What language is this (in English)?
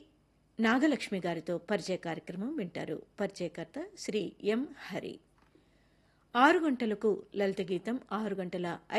Telugu